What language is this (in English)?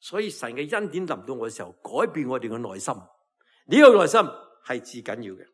Cantonese